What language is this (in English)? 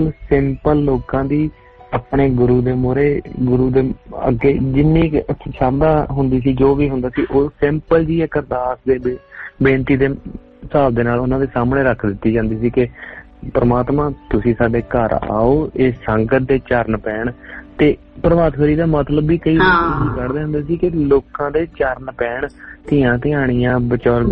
Punjabi